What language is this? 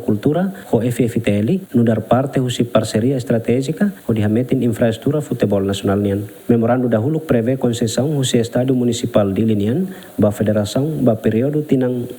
Tetum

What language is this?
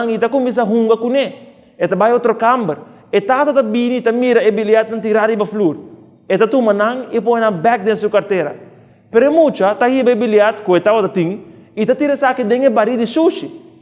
Papiamento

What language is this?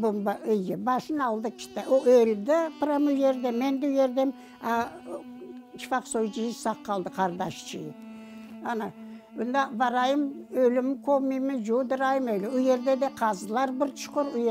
Crimean Tatar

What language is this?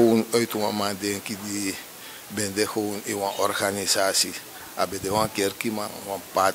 Sranan Tongo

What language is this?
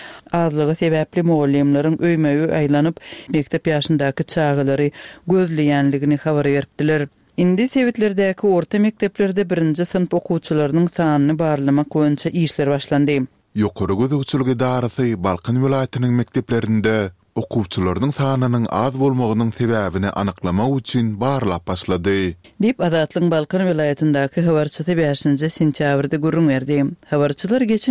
Turkmen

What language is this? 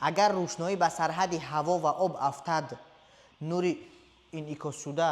Tajik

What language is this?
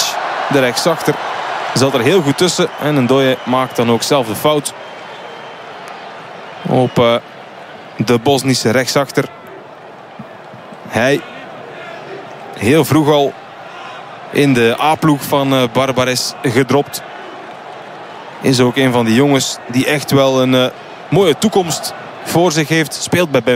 Dutch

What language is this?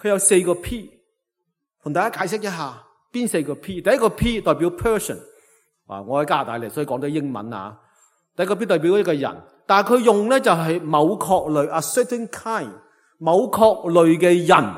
Cantonese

